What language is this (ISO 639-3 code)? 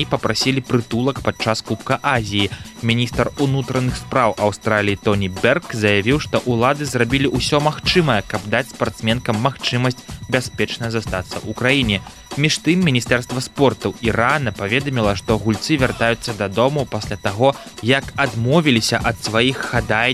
bel